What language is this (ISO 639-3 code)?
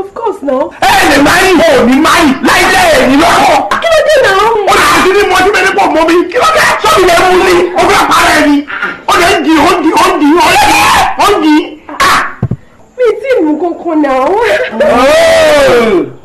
yor